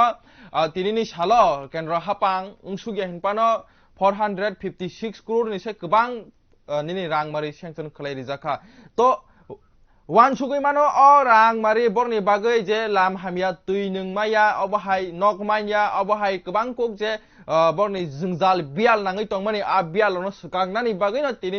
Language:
Kok Borok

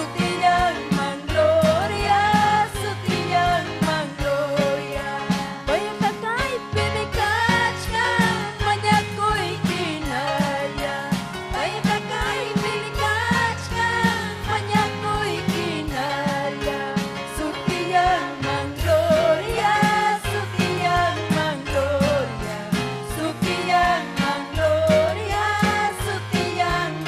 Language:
Ayacucho Quechua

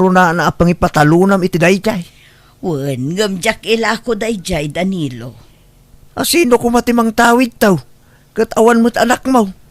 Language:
Iloko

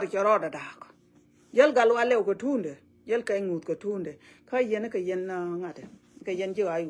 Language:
Nuer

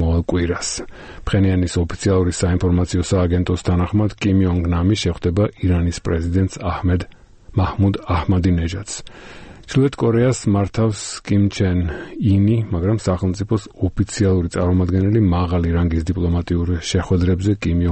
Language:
Georgian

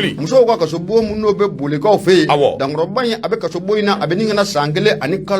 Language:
Bambara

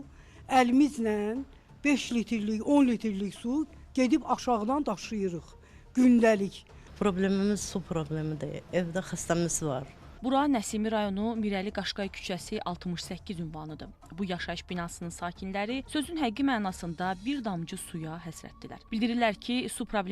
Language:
Azerbaijani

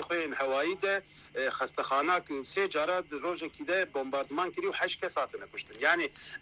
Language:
Kurdish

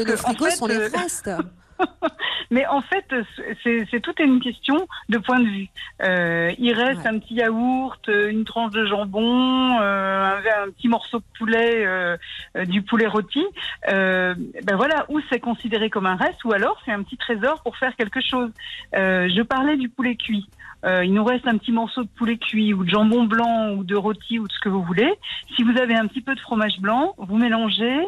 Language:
French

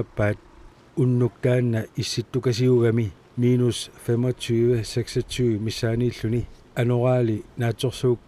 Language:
Kalaallisut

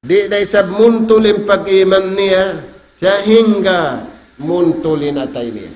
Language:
Tausug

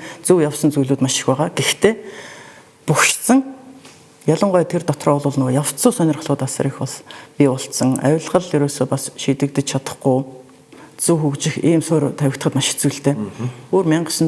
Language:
Mongolian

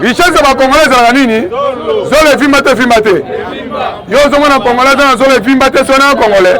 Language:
Lingala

